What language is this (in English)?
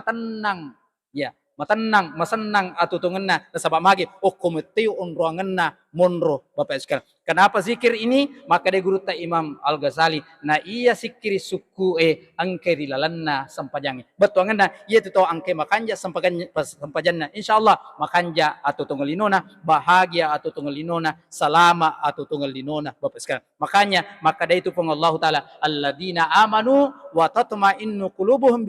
Buginese